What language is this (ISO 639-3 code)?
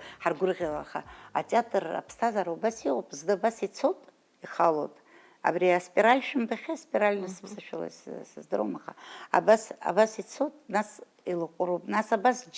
abk